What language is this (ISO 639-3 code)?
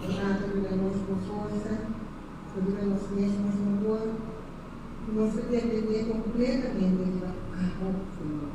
pap